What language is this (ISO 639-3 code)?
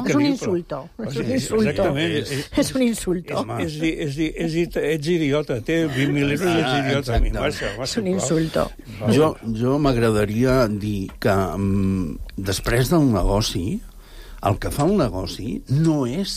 cat